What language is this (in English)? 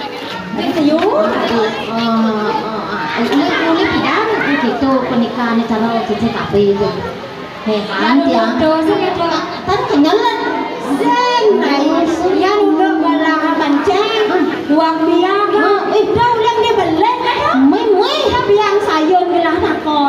Balinese